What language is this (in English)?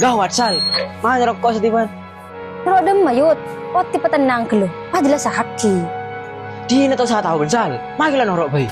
Madurese